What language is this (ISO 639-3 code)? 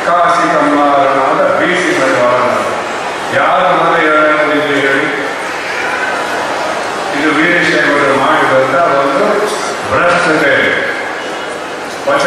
kan